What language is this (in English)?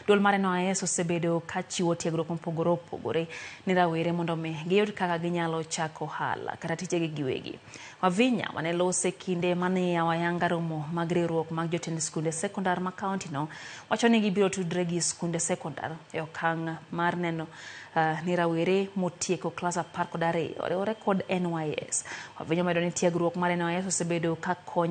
Luo (Kenya and Tanzania)